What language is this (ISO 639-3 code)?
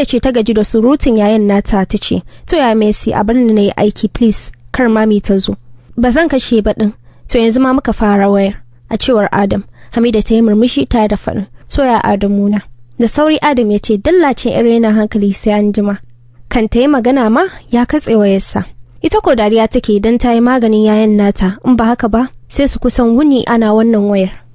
hau